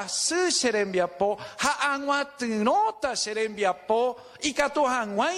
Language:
Guarani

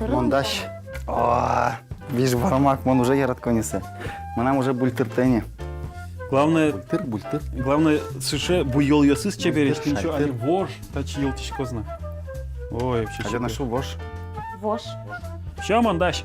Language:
Udmurt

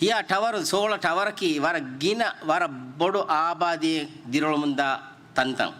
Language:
Divehi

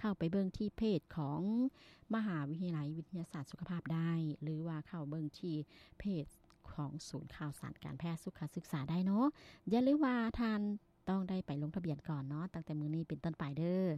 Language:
Lao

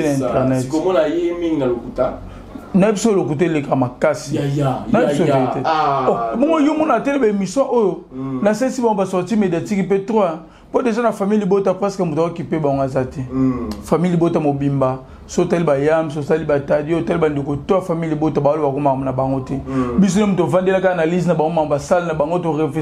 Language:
Lingala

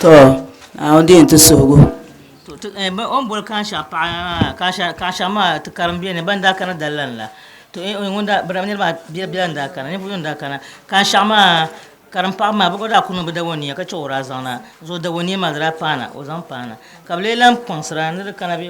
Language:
Dagbani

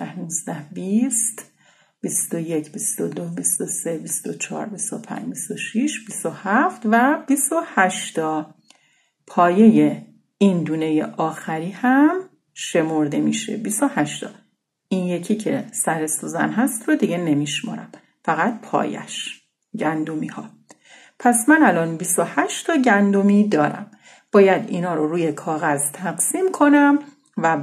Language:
Persian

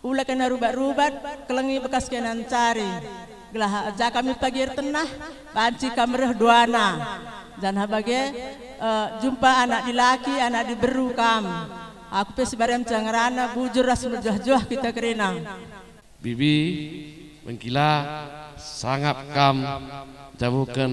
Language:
Batak Karo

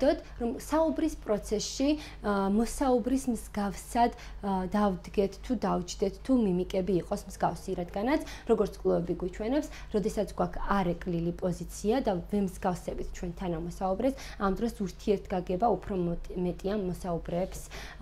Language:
Georgian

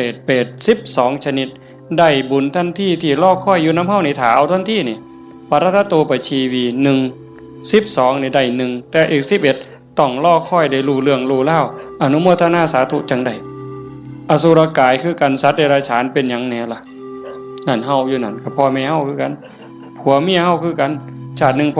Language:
Northeastern Thai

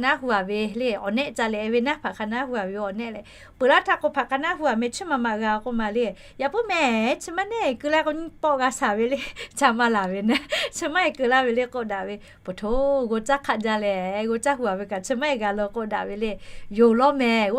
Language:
Lahu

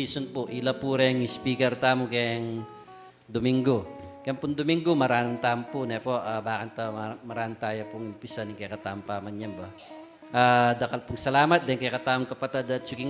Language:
Pampanga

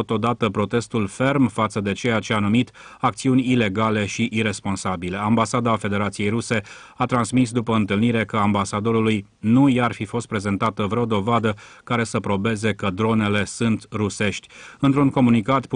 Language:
Romanian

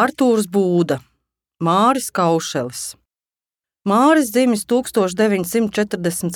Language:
Latvian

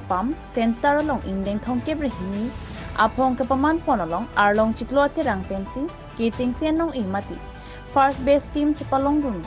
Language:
Karbi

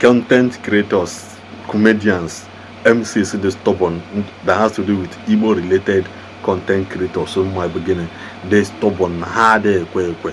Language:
Igbo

